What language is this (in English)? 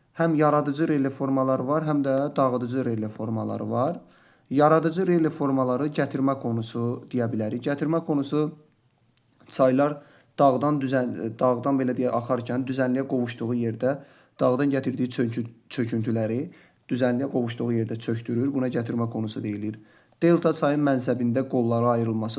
Azerbaijani